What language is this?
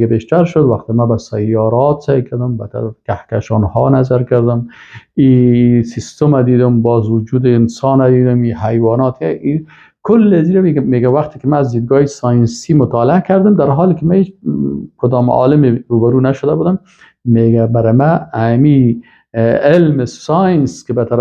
Persian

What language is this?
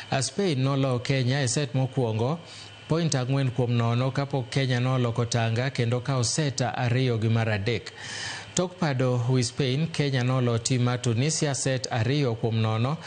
Luo (Kenya and Tanzania)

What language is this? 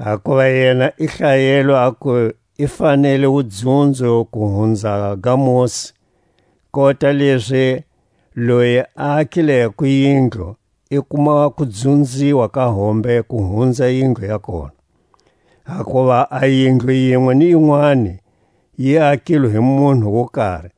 Tswa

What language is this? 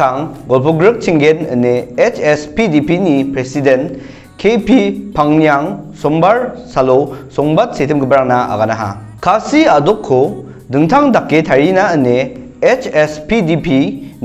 Garo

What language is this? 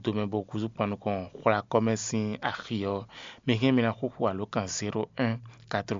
Fon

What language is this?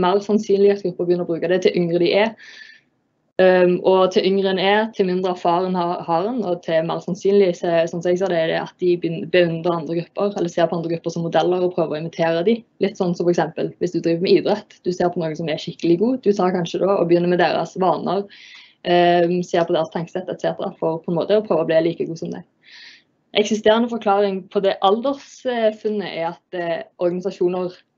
Norwegian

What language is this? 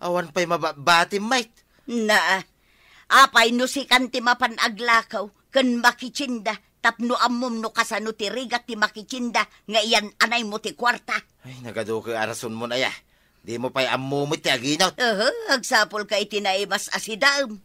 Iloko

